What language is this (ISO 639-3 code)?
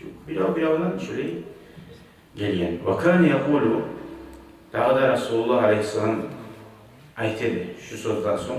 kum